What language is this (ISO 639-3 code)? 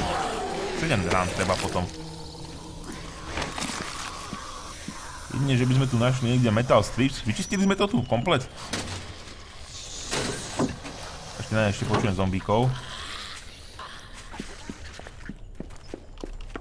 slk